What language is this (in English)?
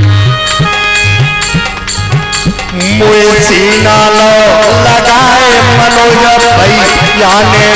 Hindi